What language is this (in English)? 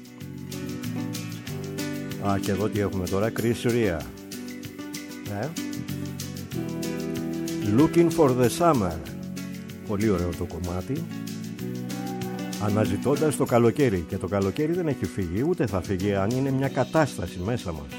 Greek